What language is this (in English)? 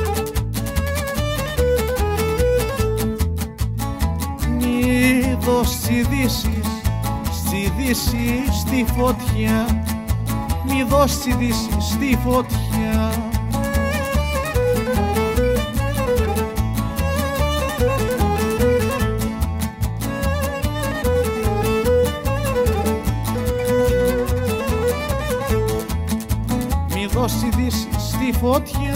Greek